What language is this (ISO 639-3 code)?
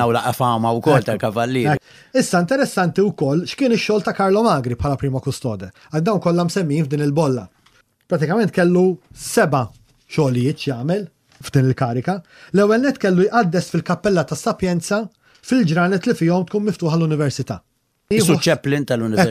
mlt